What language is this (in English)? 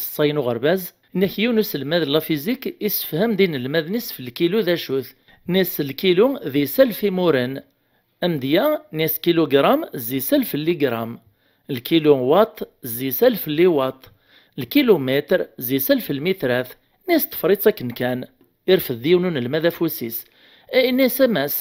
Kabyle